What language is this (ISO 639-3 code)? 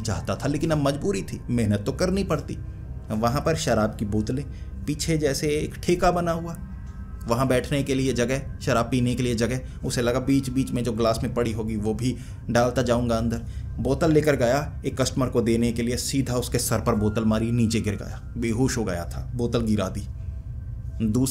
hin